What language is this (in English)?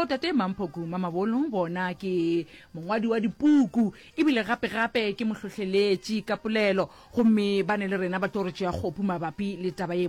Northern Sotho